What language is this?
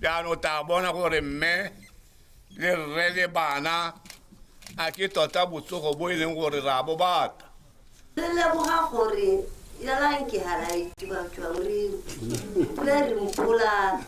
Tswana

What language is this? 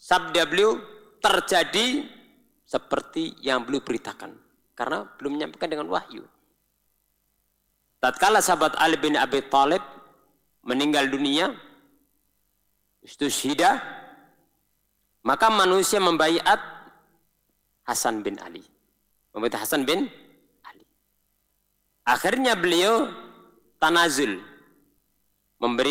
Indonesian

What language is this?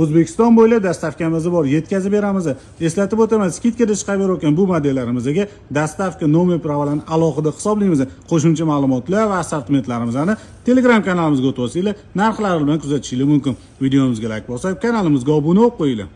Uzbek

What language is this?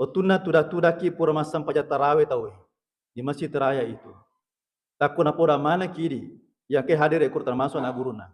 Buginese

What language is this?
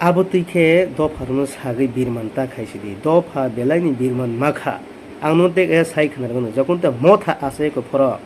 Kok Borok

